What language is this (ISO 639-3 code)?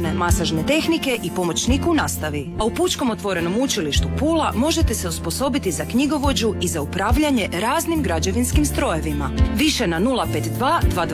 hrv